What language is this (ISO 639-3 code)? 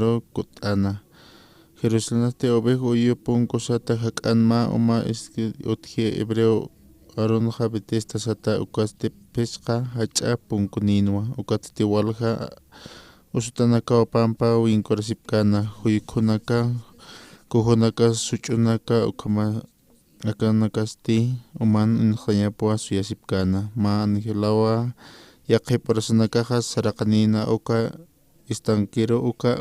aym